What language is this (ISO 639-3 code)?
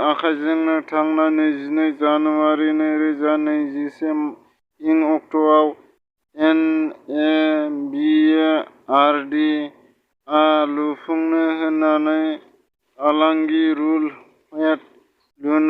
brx